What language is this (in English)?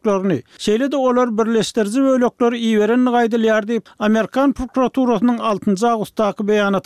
Turkmen